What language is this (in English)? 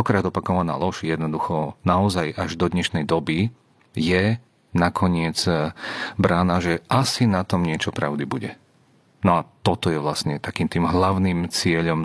Slovak